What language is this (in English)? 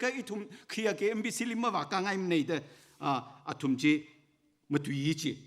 Tangkhul Naga (India)